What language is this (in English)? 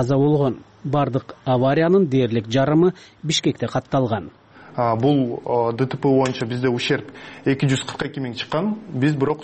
Kyrgyz